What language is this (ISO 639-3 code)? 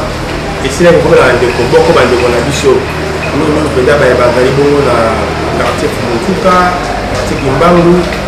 lin